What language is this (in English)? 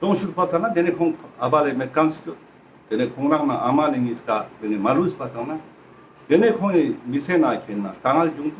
Ladakhi